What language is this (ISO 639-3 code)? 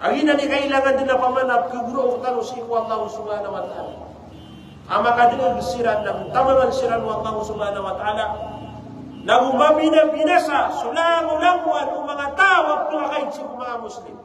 mrw